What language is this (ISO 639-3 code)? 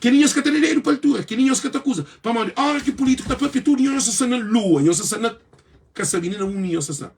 kea